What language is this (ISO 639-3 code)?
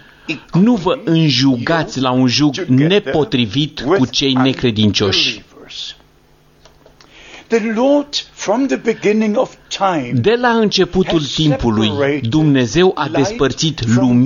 ron